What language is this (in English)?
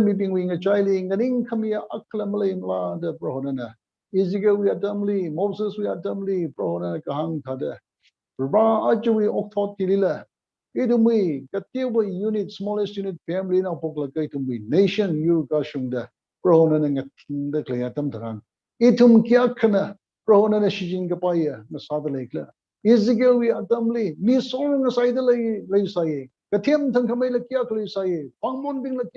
Tangkhul Naga (India)